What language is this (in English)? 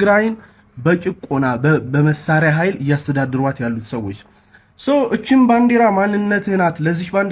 Amharic